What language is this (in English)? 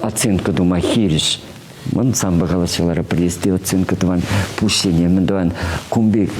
Chuvash